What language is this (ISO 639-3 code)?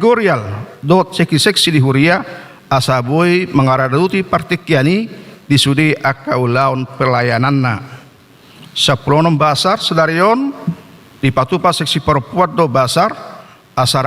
bbc